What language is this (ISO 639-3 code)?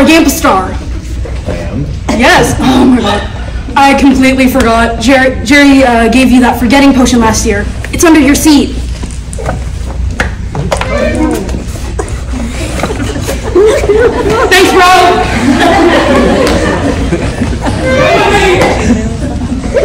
eng